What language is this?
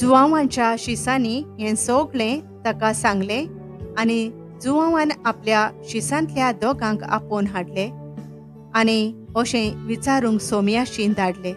Konkani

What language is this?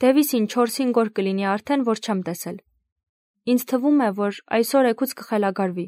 Armenian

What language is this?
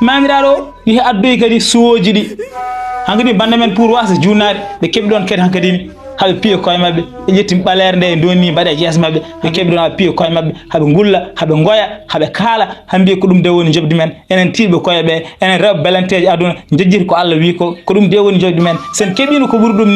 Fula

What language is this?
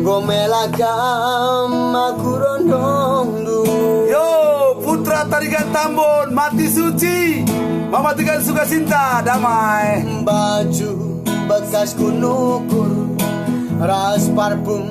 Batak Karo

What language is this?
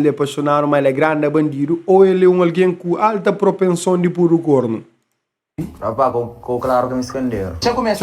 Kabuverdianu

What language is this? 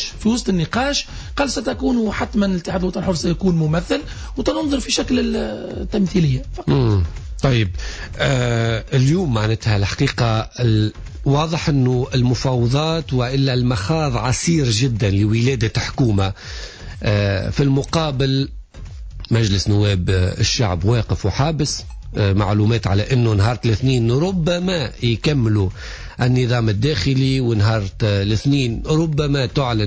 Tunisian Arabic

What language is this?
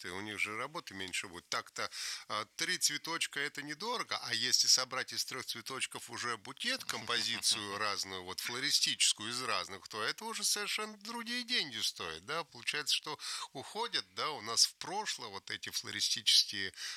Russian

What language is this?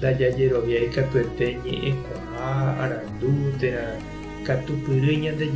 Guarani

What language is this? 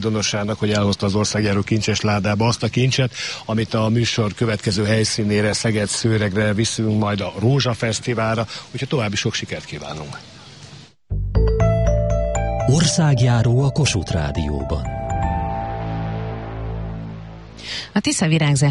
Hungarian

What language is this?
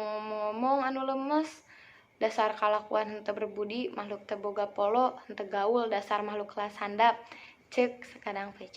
Sundanese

